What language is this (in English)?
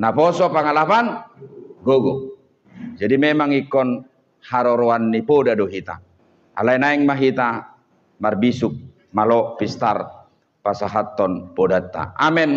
Batak Toba